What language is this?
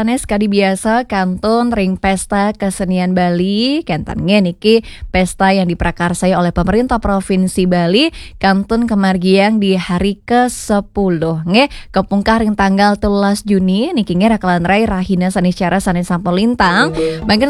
Balinese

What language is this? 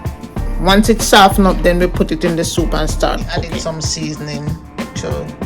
Jamaican Creole English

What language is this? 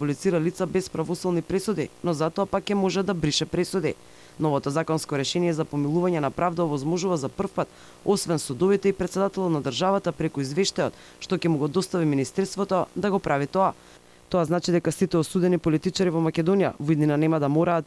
Macedonian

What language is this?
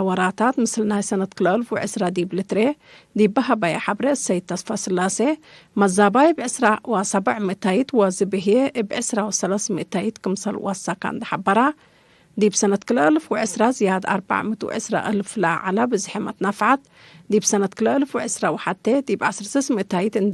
Tigre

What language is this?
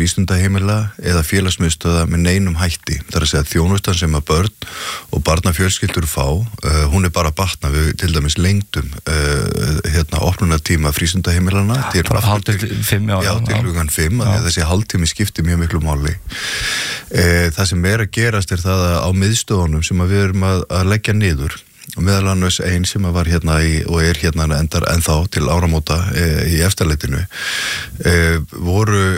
Icelandic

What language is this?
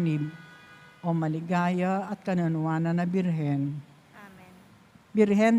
Pampanga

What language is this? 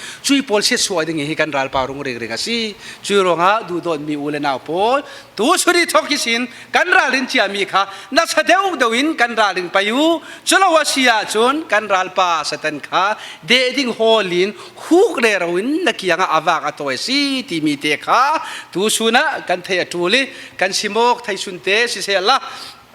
Falam Chin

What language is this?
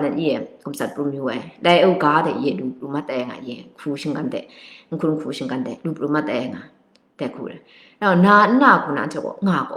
Kachin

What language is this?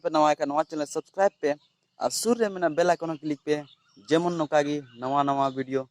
Santali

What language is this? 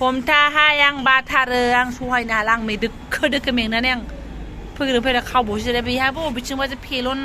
Bodo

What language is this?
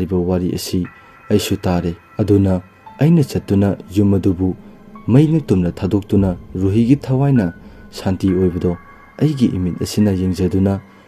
Manipuri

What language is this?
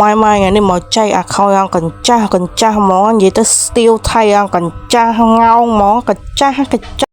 Khmer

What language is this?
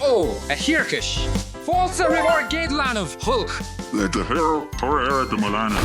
Irish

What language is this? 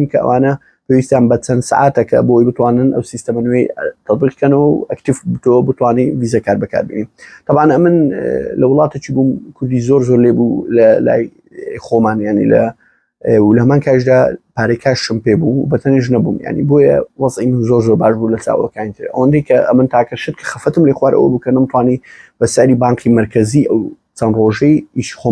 Central Kurdish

